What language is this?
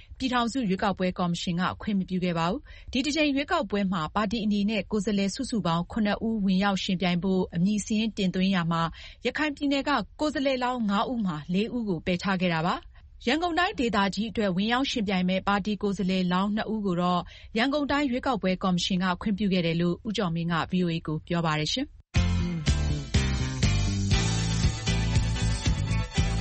Burmese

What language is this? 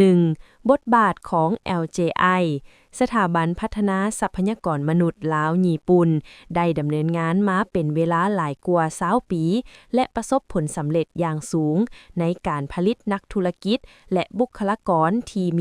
Lao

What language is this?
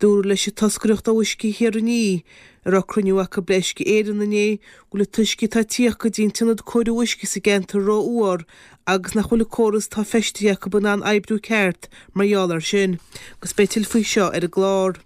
Irish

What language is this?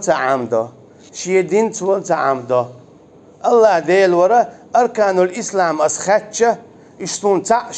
Chechen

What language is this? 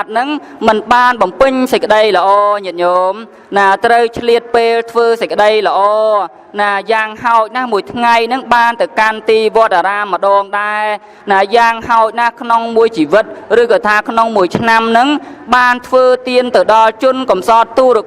Khmer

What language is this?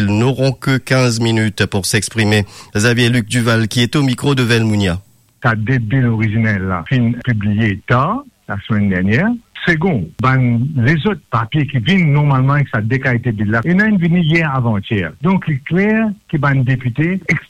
Morisyen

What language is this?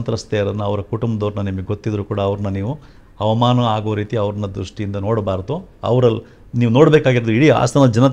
Kannada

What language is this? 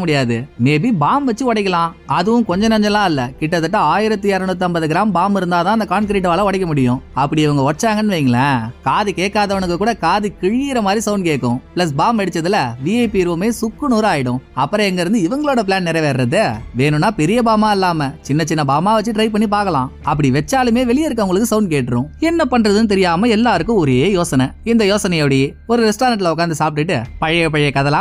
Tamil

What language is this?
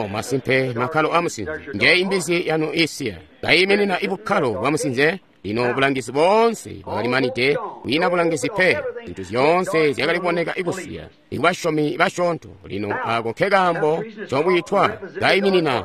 Tonga (Zambia)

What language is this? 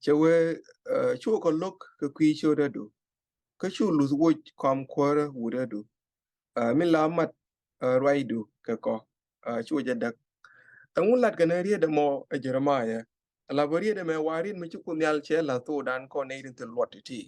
Nuer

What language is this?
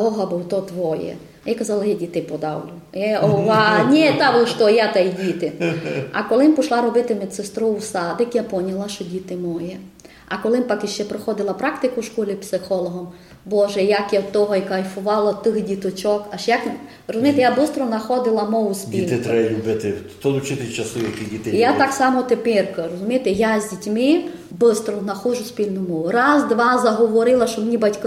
Ukrainian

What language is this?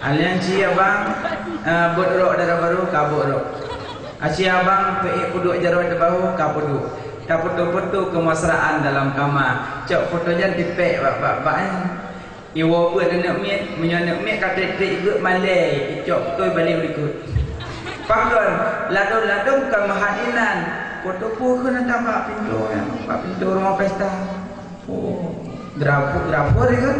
Achinese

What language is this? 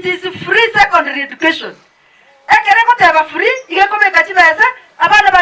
Gusii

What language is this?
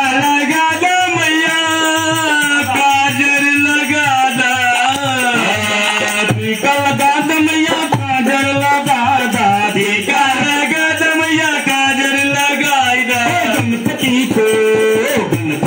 Bhojpuri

